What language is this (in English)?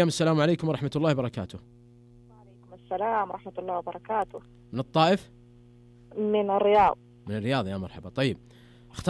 Najdi Arabic